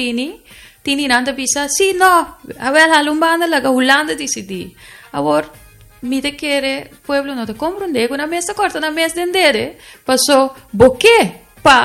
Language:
Papiamento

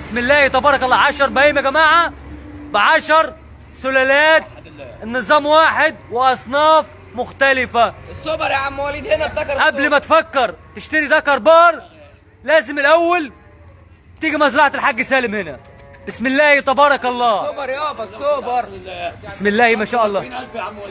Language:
Egyptian Arabic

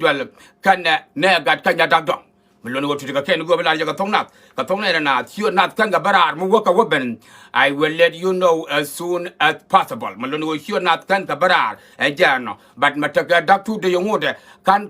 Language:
Nuer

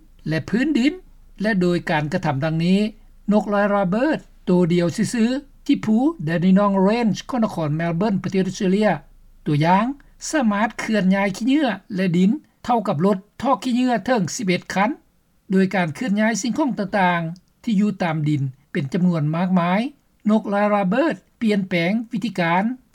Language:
Lao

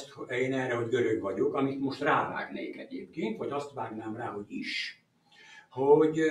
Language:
Hungarian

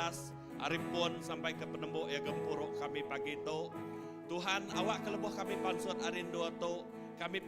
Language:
Iban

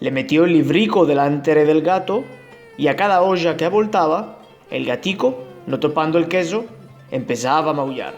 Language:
Ladino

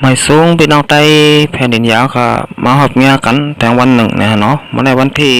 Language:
Shan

